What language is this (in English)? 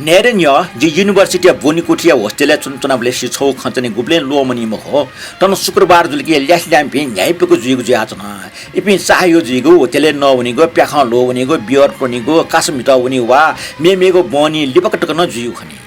Newari